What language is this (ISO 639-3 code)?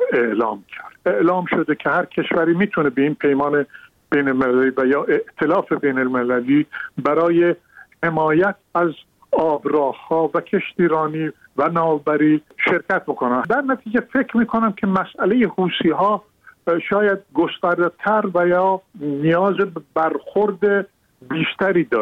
fas